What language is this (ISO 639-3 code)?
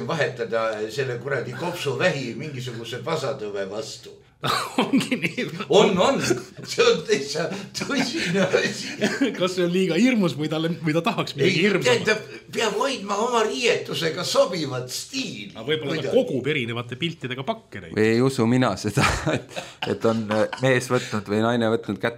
est